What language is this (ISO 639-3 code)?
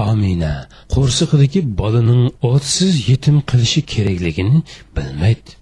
uig